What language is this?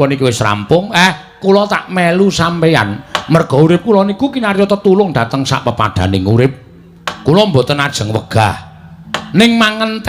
Javanese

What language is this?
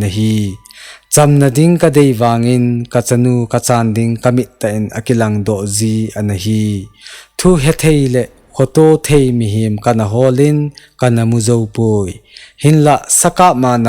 Thado Chin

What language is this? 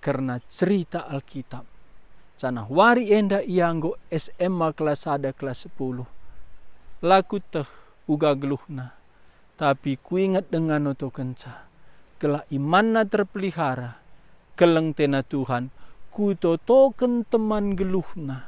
Batak Karo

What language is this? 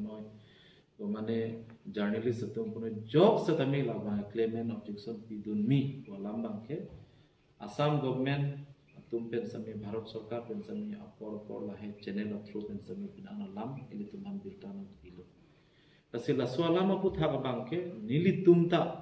Karbi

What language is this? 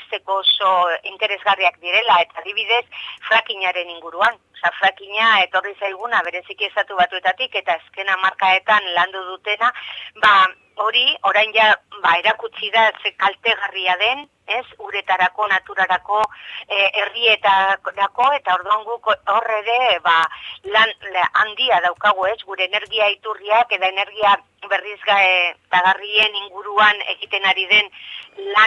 Basque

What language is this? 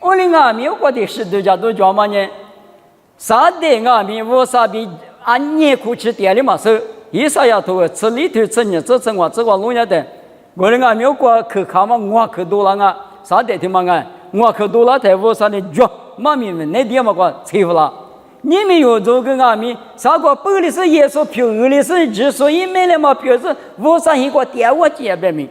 Lisu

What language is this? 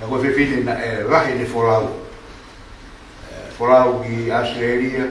Tongan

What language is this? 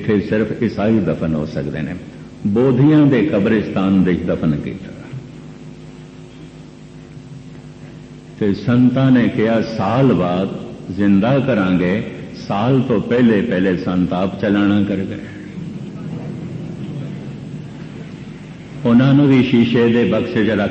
Punjabi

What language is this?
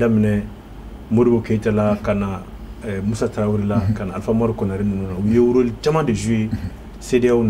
Bambara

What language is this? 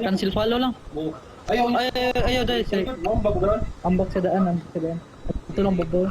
Cebuano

